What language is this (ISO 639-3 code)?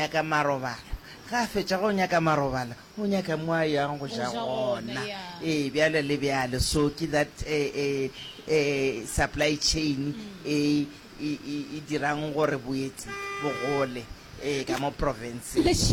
nso